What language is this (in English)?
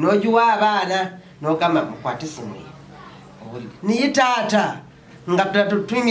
Ganda